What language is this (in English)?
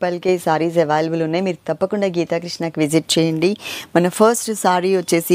Telugu